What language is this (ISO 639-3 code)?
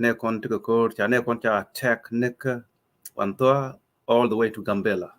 nus